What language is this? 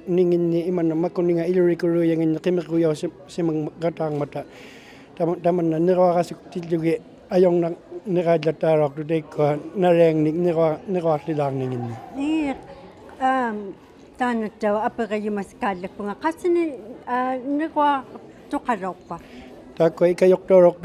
Inuktitut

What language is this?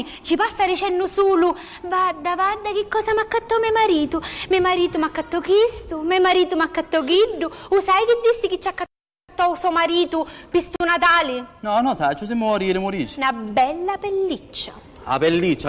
Sicilian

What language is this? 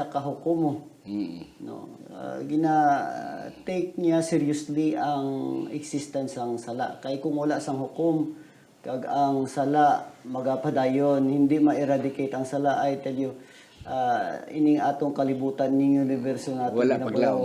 Hiligaynon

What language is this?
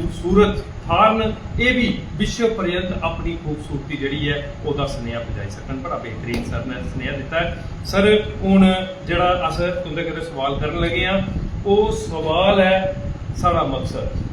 Dogri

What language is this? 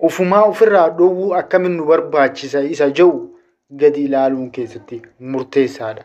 Oromo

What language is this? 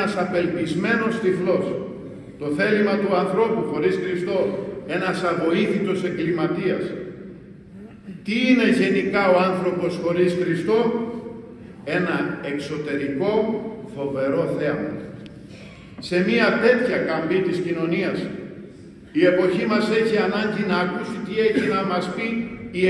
Greek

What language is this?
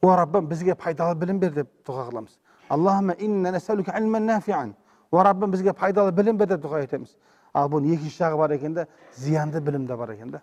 Kazakh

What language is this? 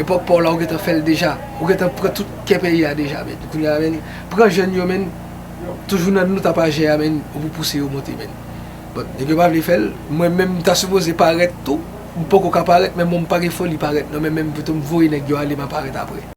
Haitian Creole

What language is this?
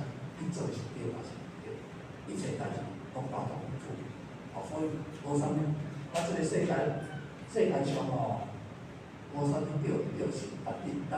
Min Nan Chinese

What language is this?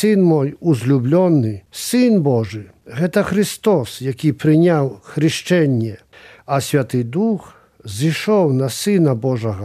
Belarusian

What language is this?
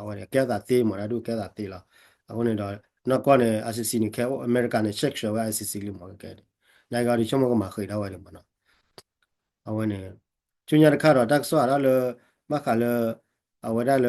S'gaw Karen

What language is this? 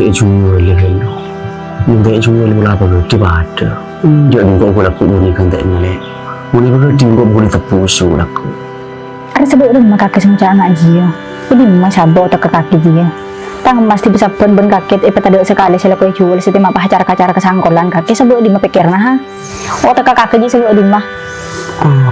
Madurese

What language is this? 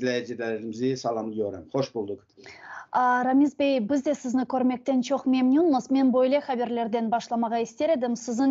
Crimean Tatar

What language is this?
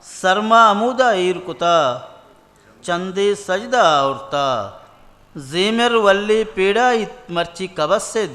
Eastern Balochi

